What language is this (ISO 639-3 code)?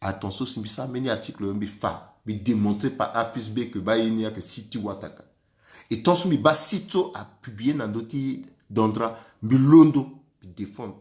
sag